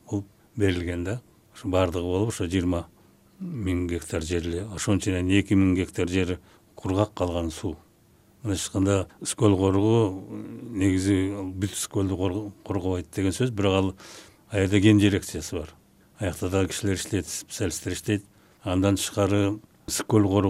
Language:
Kyrgyz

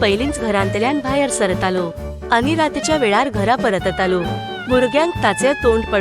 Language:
Konkani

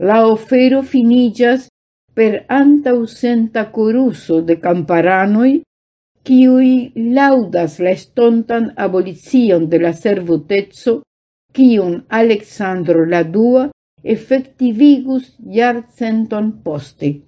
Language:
Esperanto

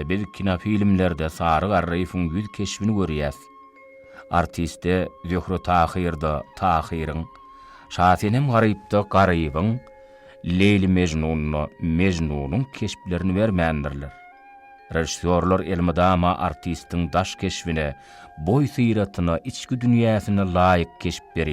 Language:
Turkmen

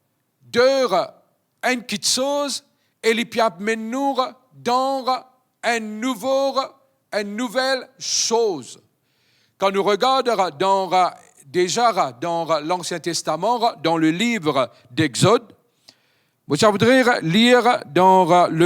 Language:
Morisyen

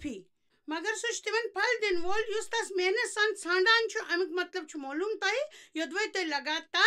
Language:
Kashmiri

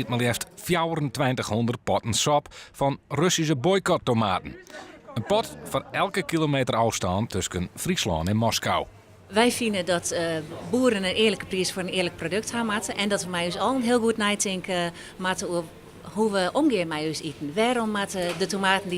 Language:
Western Frisian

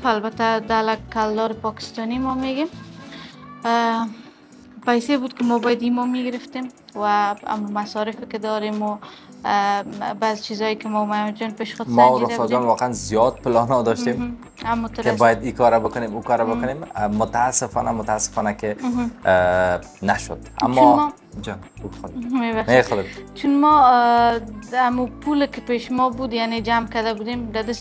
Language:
Persian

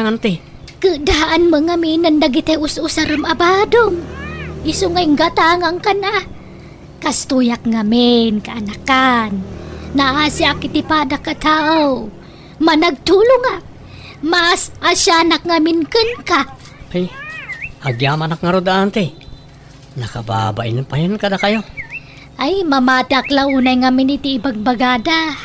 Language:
Iloko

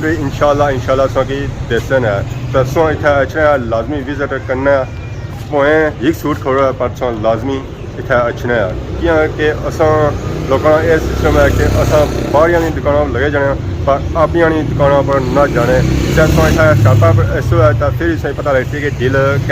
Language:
Pahari-Potwari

